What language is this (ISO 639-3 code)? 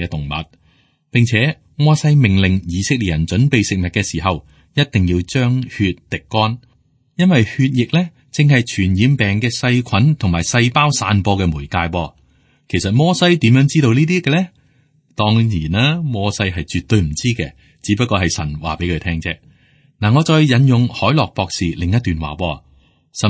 yue